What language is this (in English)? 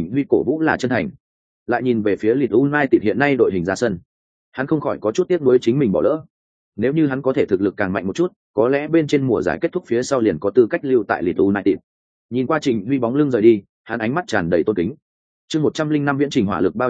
Vietnamese